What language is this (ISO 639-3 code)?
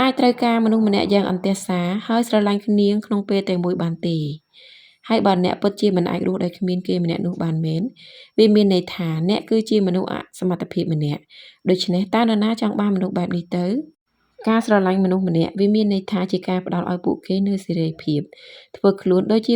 khm